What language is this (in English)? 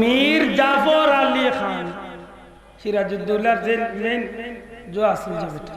Sylheti